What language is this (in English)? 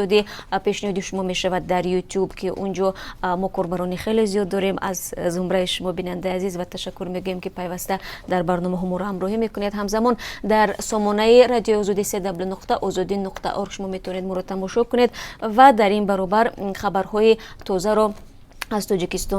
Tajik